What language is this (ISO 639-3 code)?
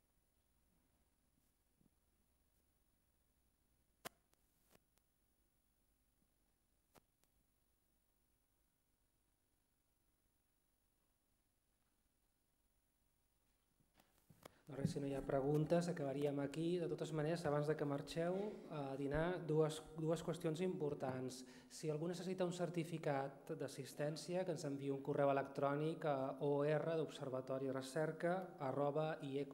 cat